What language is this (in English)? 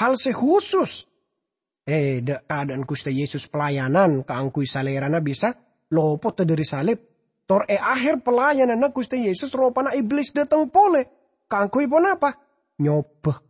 Madurese